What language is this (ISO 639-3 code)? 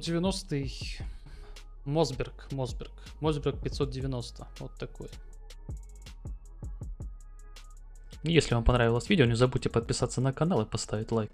rus